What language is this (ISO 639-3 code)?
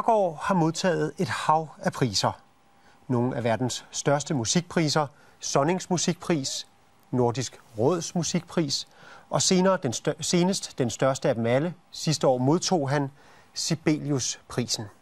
dan